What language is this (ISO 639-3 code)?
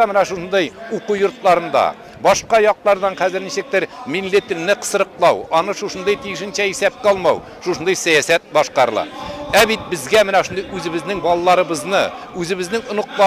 tat